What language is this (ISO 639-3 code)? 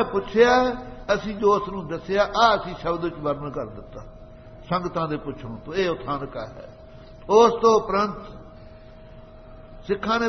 pan